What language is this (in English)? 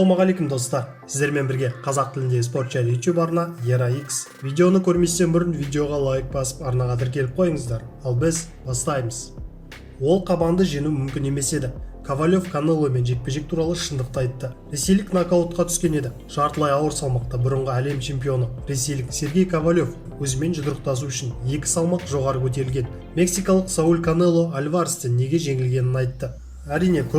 Kazakh